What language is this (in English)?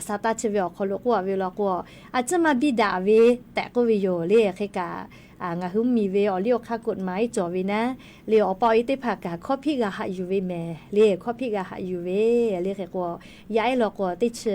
Lahu